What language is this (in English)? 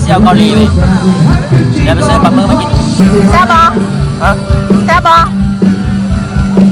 Lao